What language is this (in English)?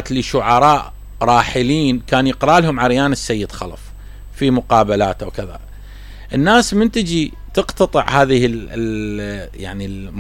Mesopotamian Arabic